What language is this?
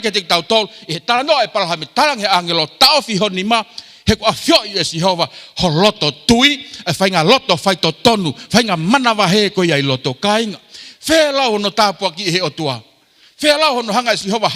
Tongan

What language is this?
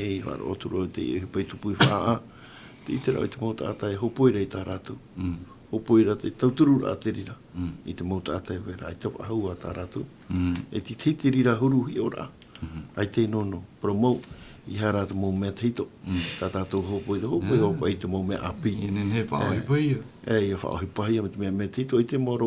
Tahitian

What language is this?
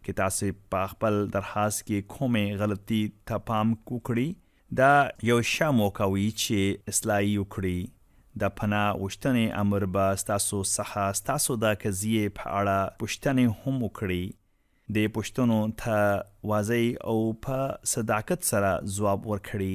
Pashto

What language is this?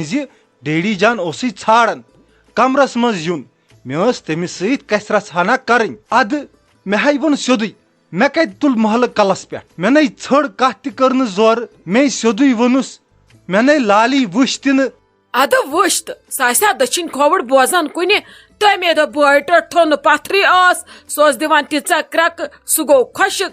Kashmiri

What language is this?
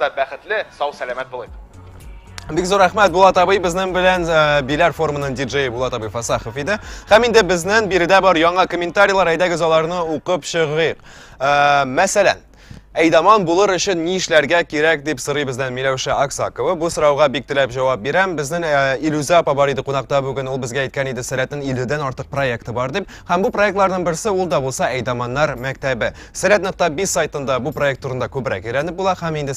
Tatar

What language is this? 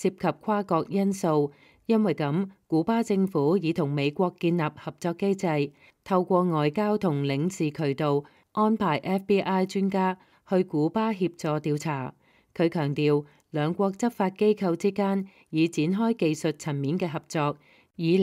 Cantonese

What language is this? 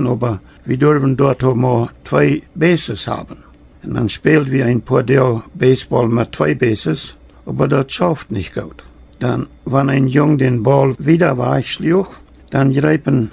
Plautdietsch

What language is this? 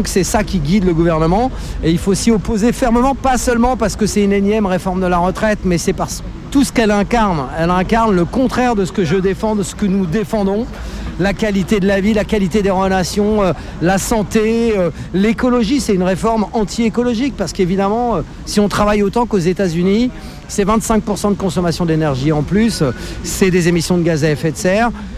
French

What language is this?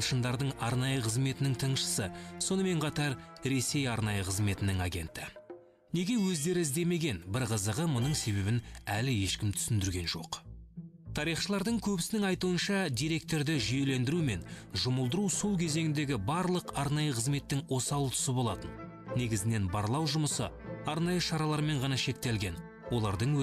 Kazakh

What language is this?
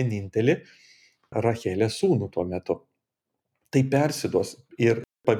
Lithuanian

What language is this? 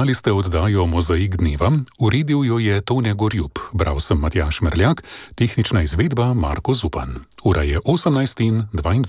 Slovenian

